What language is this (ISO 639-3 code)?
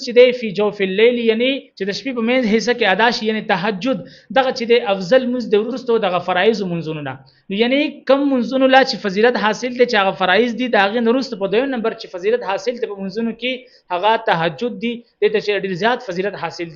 pus